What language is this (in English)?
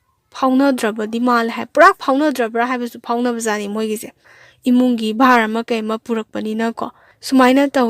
Manipuri